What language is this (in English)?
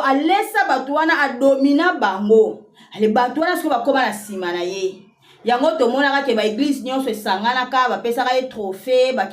Lingala